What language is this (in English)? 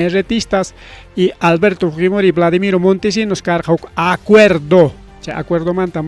Ayacucho Quechua